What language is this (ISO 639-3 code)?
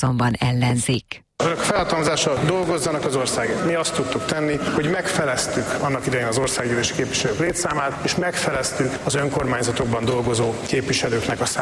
hun